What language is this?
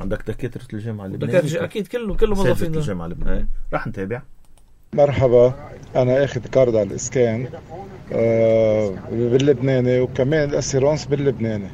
North Levantine Arabic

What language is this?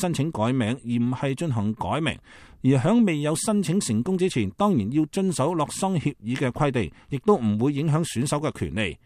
Cantonese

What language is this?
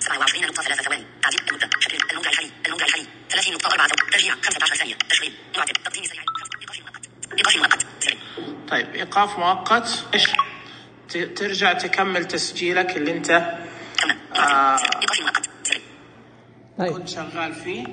Najdi Arabic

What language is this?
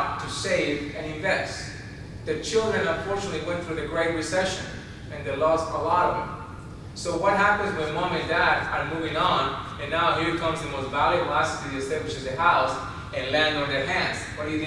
English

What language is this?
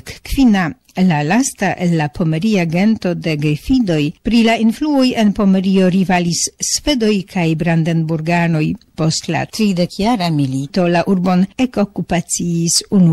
Esperanto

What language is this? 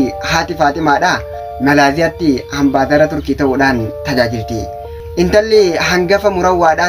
Oromo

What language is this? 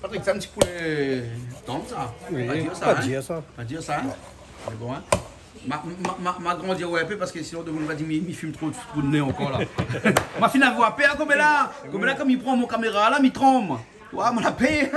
Réunion Creole French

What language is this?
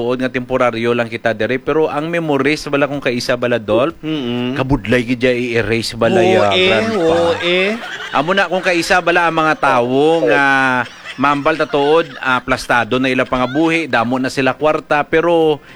Hiligaynon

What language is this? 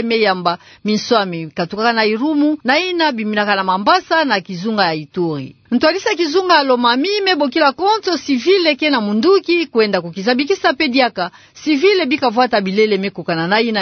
Kituba (Democratic Republic of Congo)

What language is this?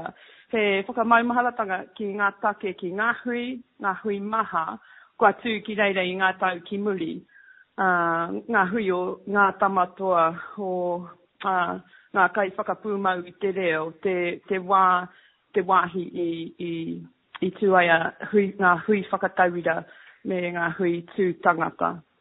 Māori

